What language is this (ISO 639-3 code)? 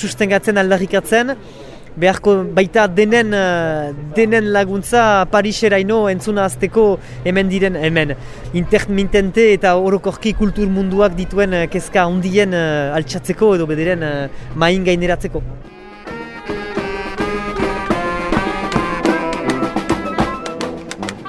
eus